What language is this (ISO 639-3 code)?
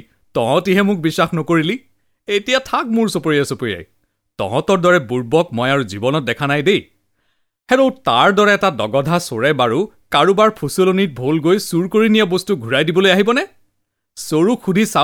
asm